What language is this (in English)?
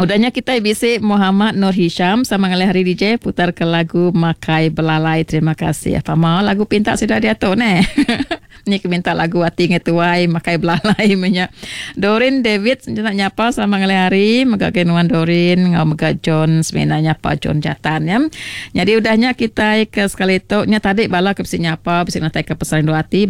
Iban